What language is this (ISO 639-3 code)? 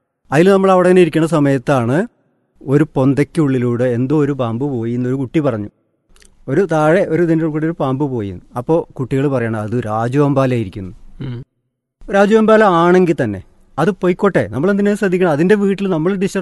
mal